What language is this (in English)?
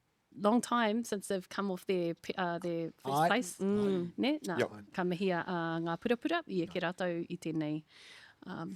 Māori